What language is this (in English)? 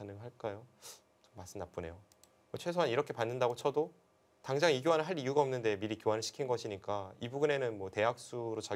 Korean